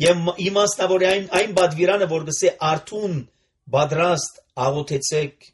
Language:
Armenian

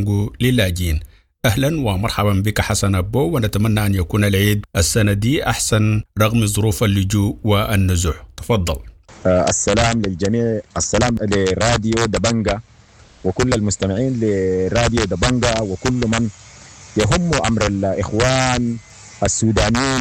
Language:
Sudanese Arabic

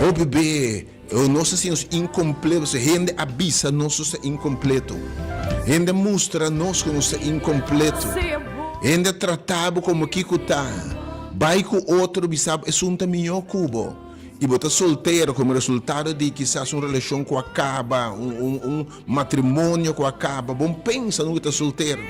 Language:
Papiamento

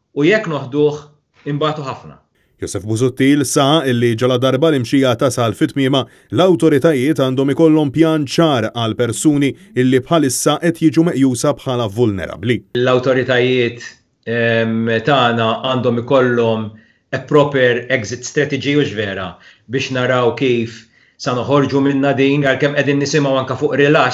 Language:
Maltese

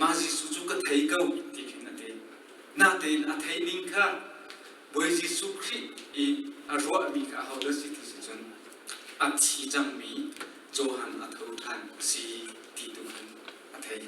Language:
Hakha Chin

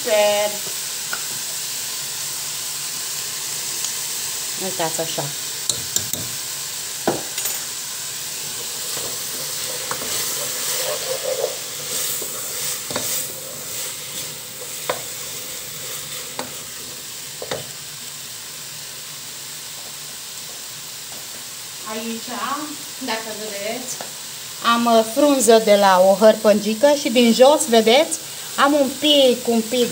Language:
Romanian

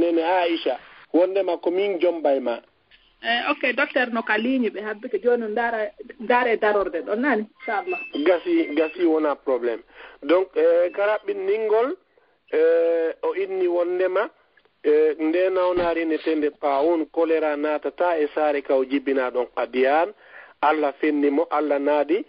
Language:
Fula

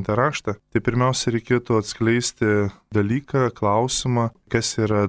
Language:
Lithuanian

